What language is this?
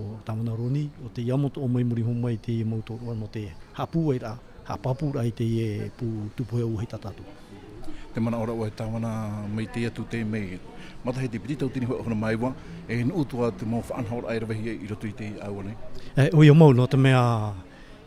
Tahitian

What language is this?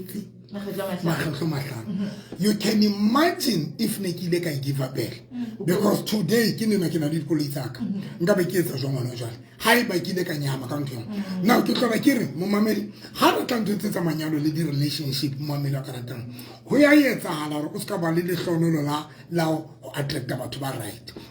Southern Sotho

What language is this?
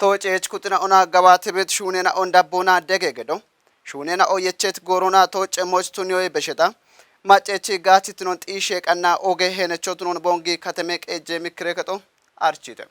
Kafa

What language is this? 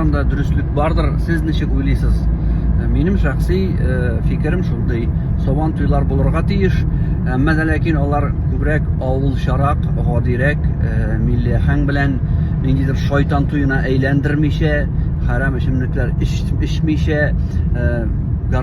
Tatar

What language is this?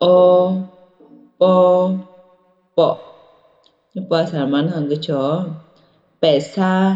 Akha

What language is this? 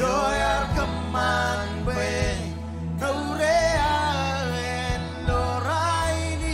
Marshallese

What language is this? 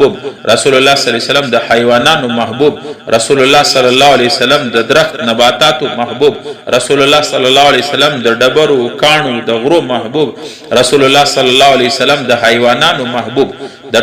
Pashto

